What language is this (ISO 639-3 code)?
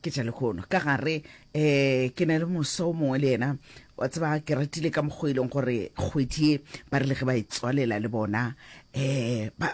nso